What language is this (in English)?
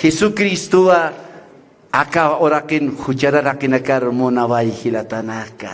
Aymara